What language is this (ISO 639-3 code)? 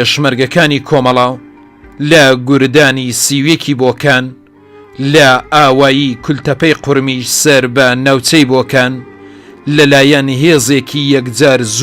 ckb